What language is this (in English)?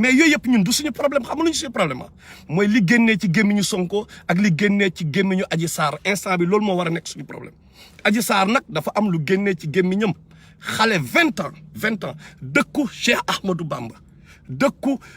Wolof